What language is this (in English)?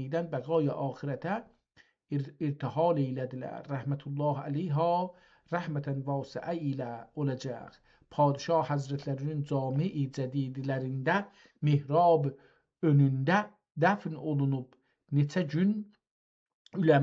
South Azerbaijani